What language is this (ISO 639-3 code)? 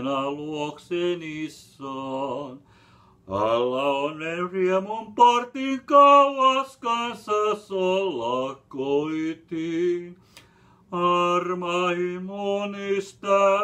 fin